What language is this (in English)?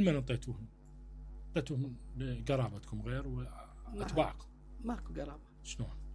Mesopotamian Arabic